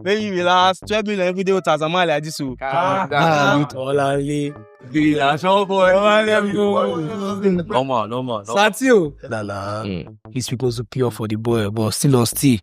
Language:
Nigerian Pidgin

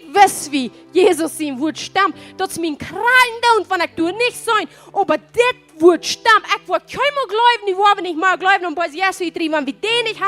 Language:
Plautdietsch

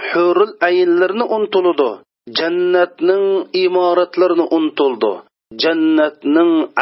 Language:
Uyghur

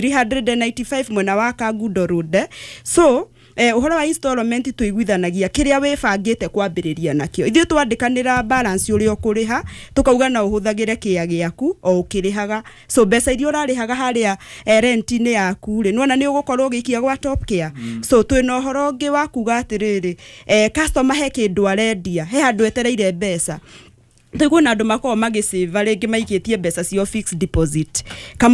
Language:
Kikuyu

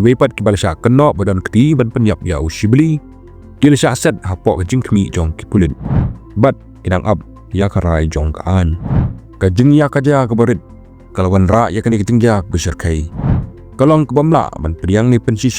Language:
Khasi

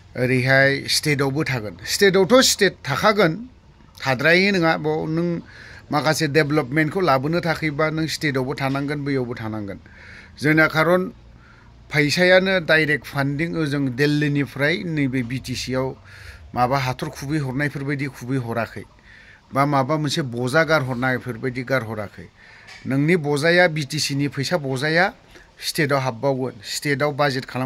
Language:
Bodo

